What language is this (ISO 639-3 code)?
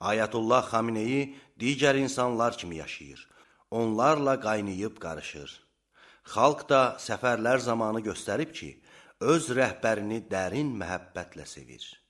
aze